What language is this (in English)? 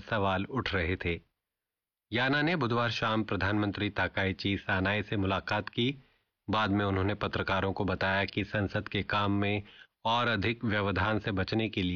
Hindi